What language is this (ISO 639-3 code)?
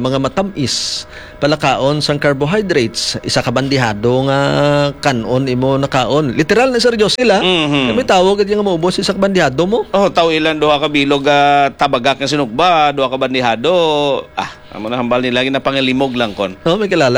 hil